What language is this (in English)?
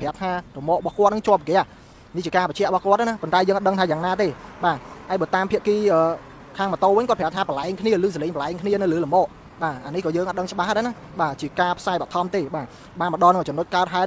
Khmer